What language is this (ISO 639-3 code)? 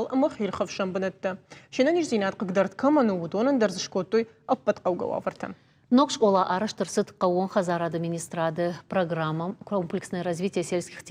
oss